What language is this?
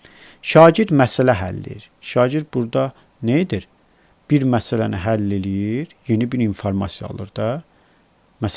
Azerbaijani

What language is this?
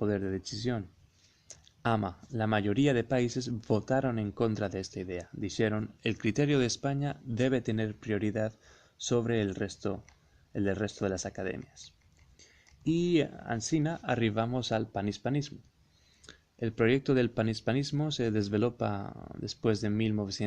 Ladino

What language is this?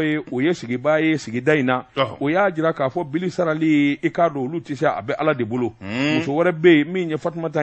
Bambara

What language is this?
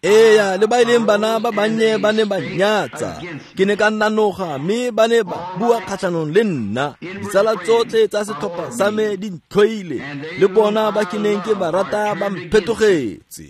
Tswana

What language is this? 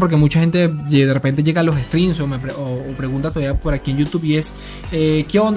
Spanish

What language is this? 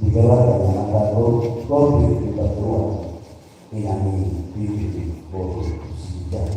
Batak Toba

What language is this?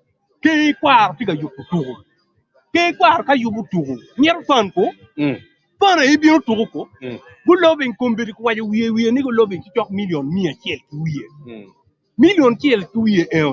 Acoli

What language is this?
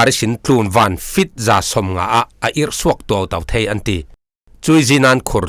Falam Chin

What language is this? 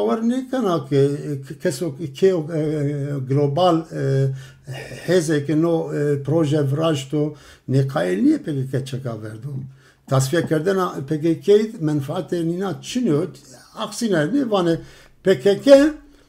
Zaza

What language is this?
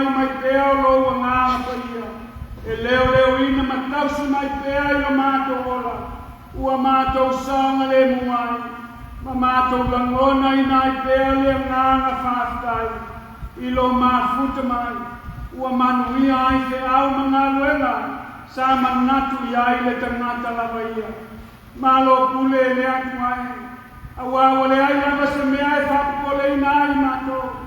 Samoan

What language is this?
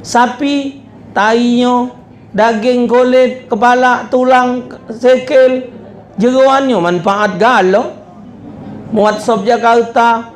Musi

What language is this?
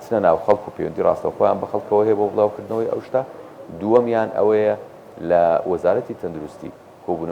Central Kurdish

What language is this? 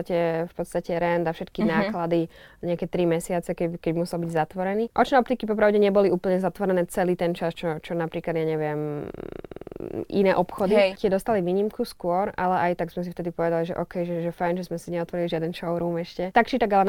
Slovak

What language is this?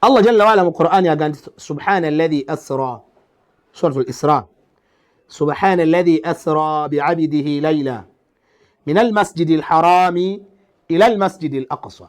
Ganda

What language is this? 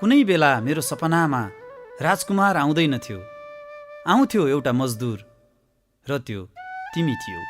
Nepali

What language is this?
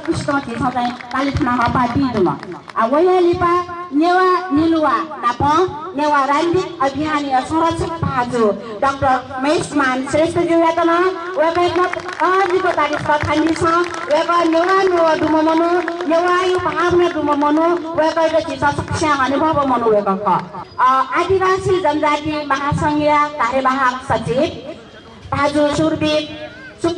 Newari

